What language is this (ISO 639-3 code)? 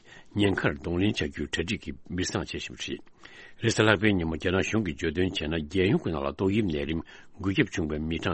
bod